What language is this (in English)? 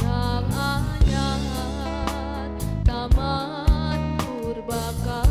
Musi